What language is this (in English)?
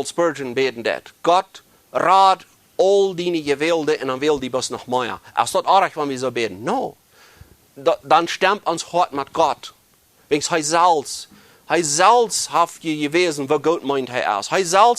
Plautdietsch